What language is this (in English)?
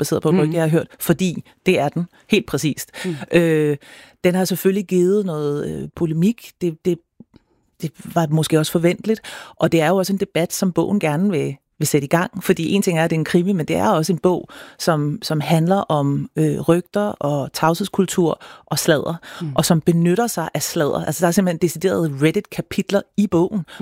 Danish